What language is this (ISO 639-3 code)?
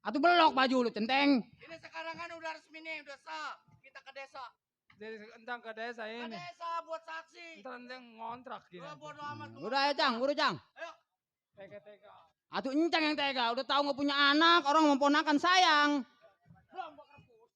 bew